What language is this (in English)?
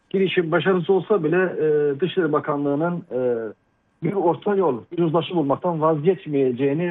Turkish